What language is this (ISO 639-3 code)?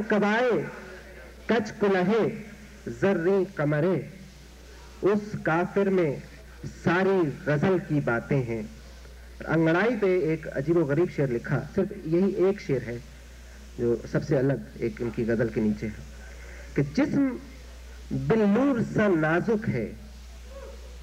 urd